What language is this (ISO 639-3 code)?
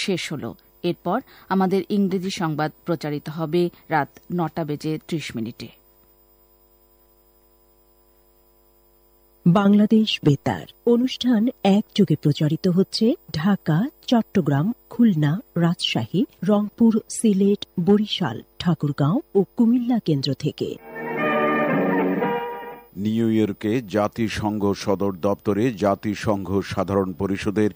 ben